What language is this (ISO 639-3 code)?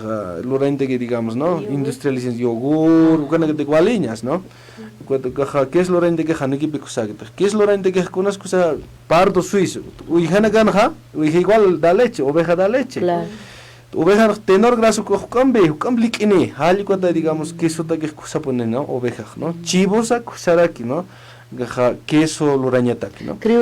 aym